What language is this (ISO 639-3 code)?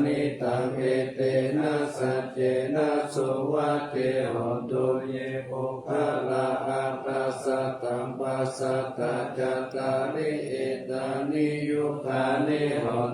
pli